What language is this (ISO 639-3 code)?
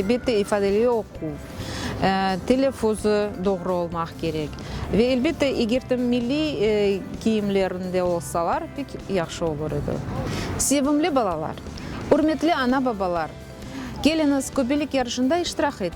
crh